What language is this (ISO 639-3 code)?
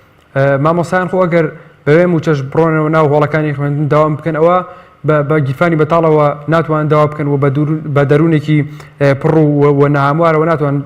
ckb